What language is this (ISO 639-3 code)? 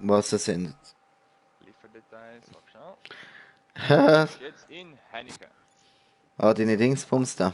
gsw